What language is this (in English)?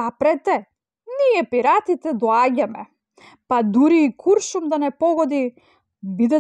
Macedonian